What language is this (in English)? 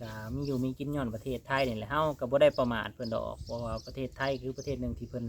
Lao